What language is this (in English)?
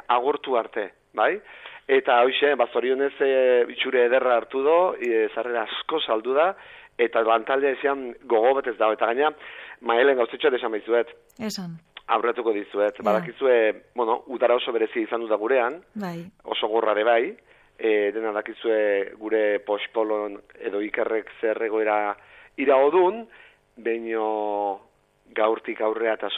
Basque